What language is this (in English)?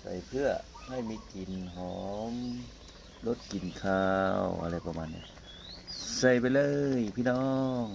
Northeastern Thai